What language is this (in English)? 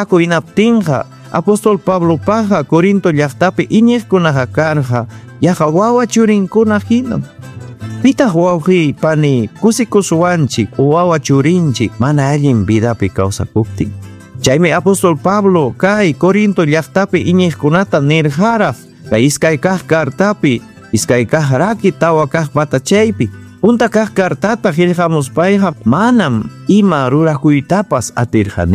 Ayacucho Quechua